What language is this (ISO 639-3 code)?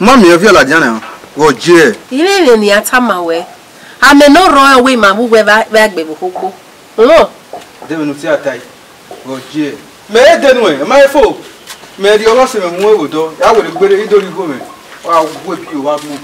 bin